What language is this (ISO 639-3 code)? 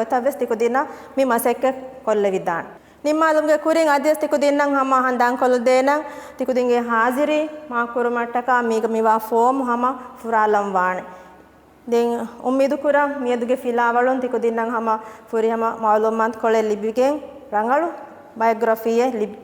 div